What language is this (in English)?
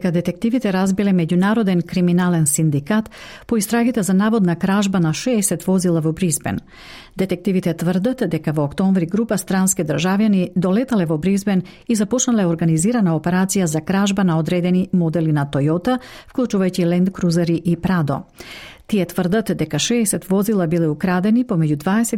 Macedonian